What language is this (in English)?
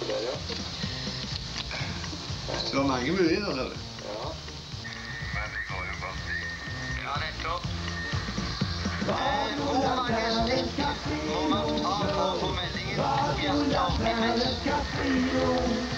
Norwegian